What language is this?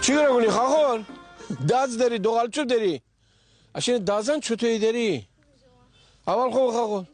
Gilaki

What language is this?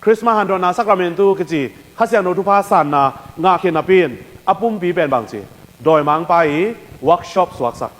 Tedim Chin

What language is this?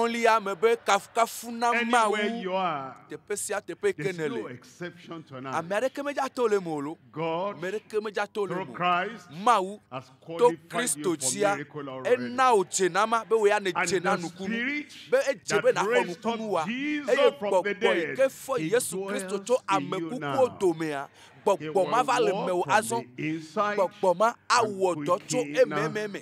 Ewe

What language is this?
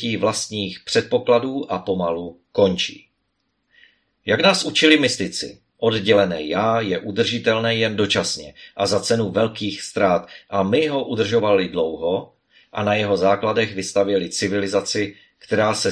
Czech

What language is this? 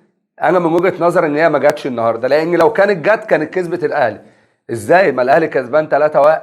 Egyptian Arabic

